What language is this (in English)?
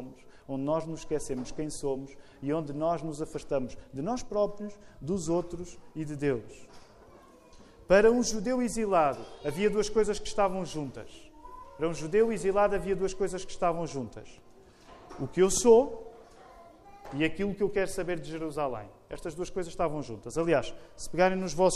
Portuguese